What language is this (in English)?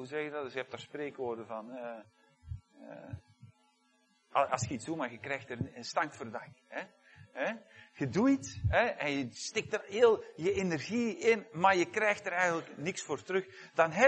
Dutch